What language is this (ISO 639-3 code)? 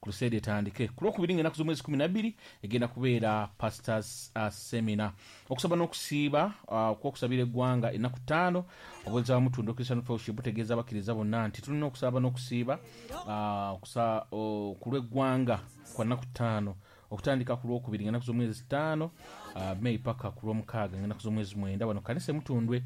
lug